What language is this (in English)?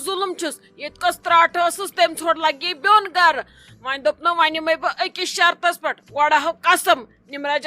Kashmiri